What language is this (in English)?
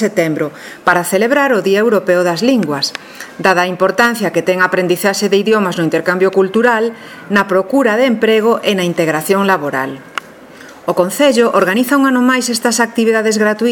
Galician